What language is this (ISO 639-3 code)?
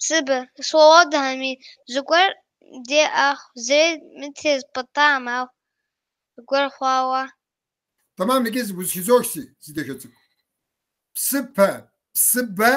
kbd